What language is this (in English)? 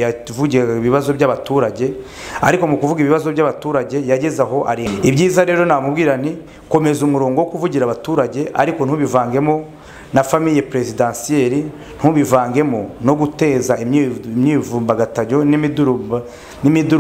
Kinyarwanda